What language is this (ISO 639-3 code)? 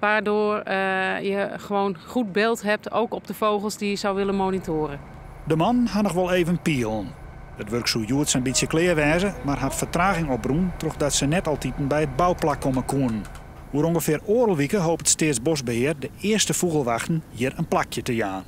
fry